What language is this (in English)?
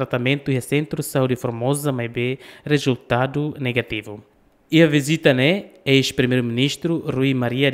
Tetum